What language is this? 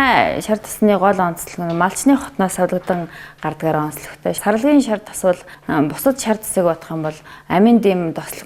Mongolian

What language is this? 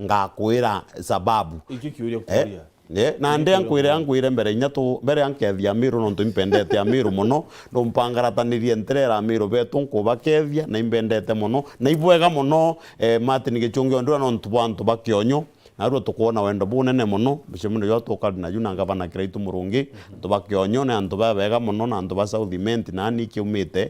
Meru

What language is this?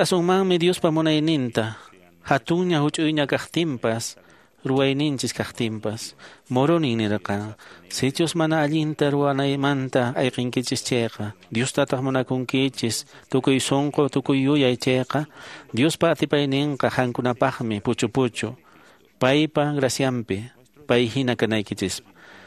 Quechua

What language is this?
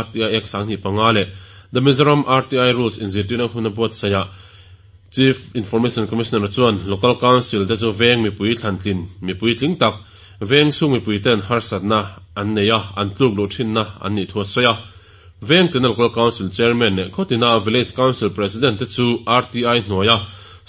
Mizo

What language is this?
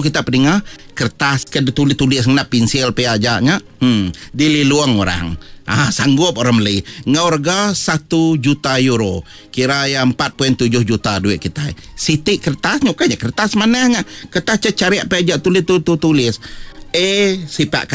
Iban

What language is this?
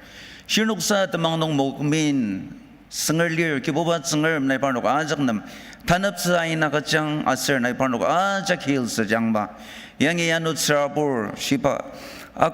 Ao Naga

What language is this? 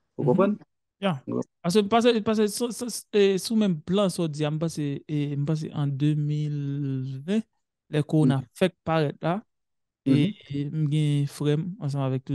Haitian Creole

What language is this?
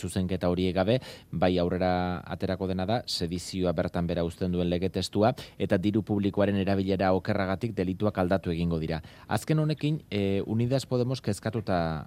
Basque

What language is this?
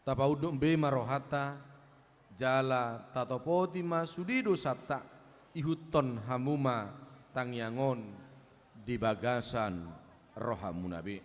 Batak Toba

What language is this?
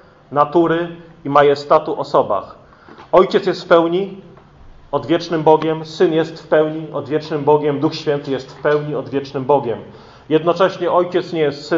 Polish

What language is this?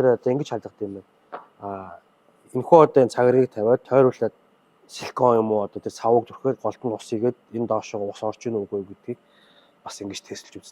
Mongolian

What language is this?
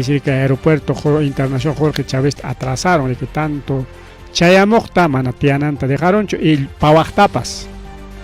Ayacucho Quechua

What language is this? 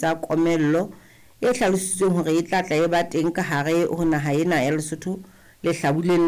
Southern Sotho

